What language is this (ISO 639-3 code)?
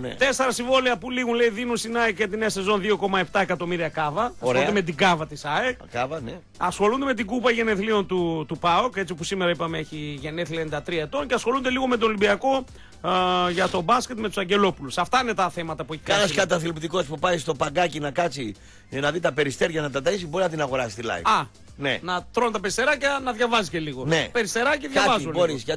ell